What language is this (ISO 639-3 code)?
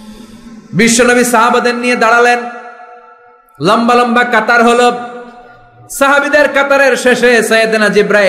ben